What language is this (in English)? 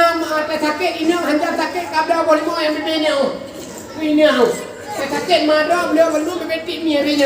Achinese